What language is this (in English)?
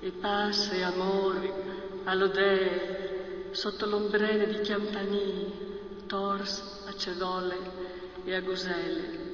Friulian